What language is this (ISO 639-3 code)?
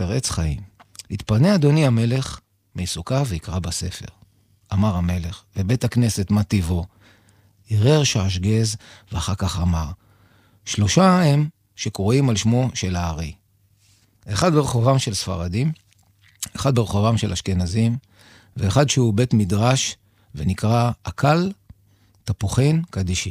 heb